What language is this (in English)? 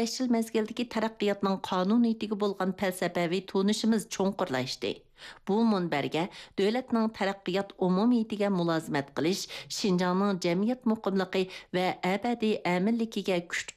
Uyghur